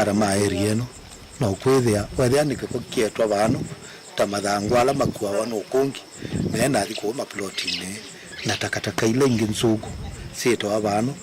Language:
Kamba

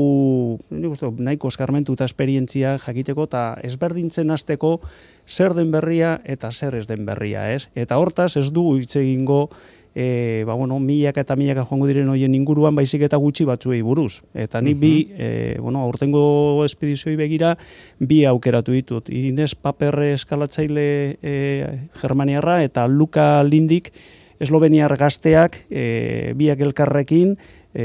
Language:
Basque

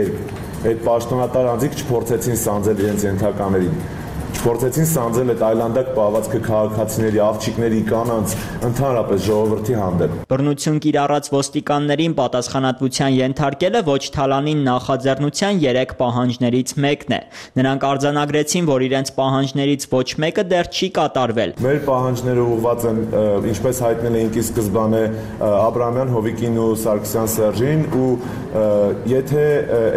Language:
Armenian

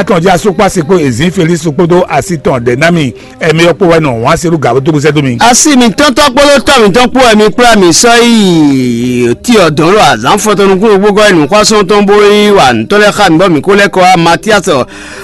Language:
Fon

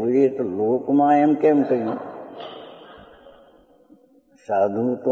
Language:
Gujarati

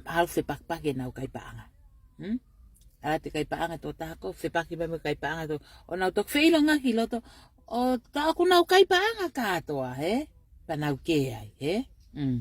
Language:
Tongan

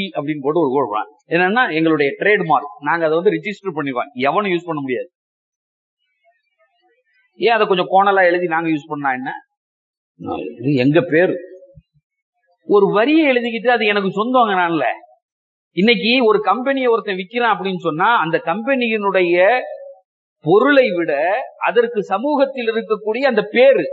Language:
Tamil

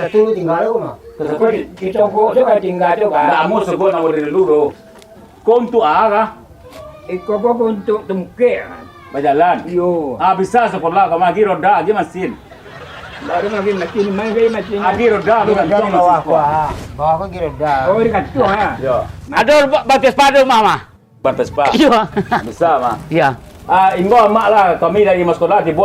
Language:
Minangkabau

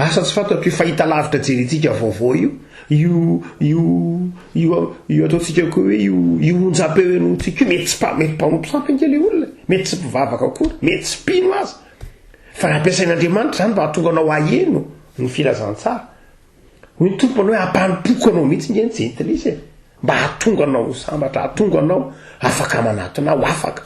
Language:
Malagasy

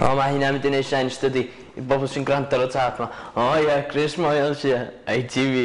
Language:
Welsh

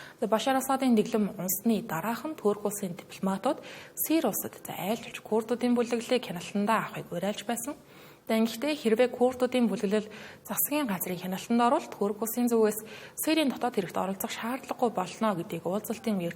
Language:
Mongolian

